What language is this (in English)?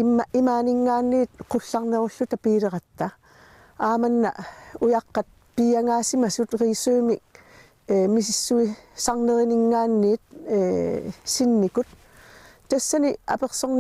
Kalaallisut